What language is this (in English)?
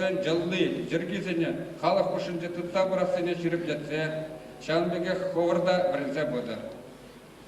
Chuvash